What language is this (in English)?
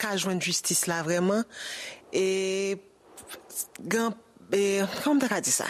Haitian Creole